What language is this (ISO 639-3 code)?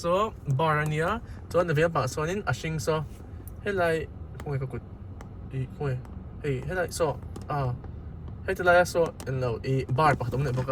lus